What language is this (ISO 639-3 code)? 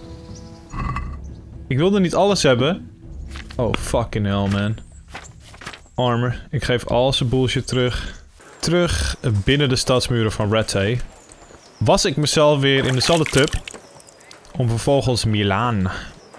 nld